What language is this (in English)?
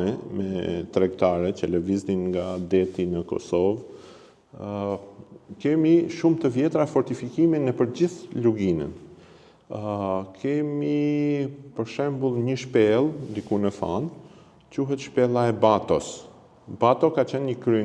Albanian